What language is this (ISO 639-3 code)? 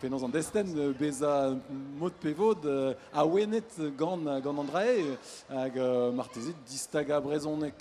bre